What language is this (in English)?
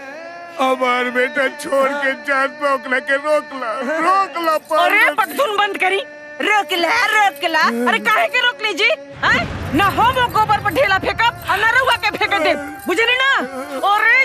Bhojpuri